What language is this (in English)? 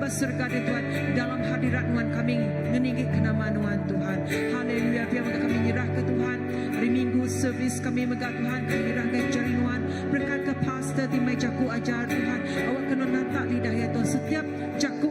Iban